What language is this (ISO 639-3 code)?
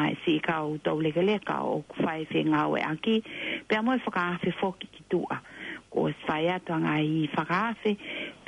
ton